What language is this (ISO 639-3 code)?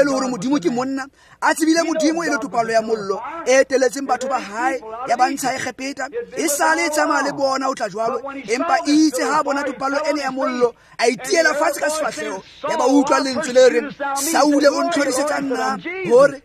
tsn